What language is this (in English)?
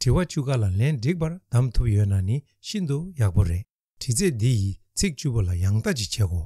Tibetan